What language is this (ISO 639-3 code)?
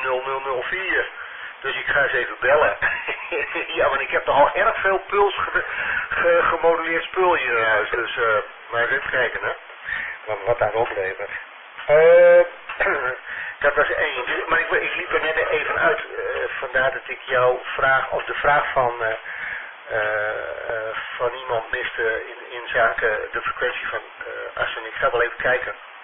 nld